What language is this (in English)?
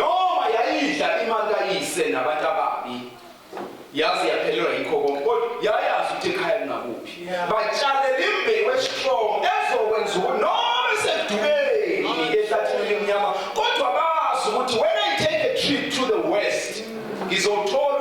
Zulu